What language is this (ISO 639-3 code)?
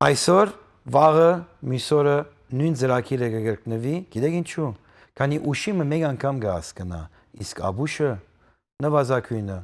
hyw